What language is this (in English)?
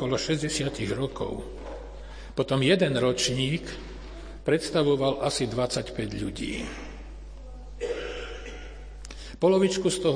Slovak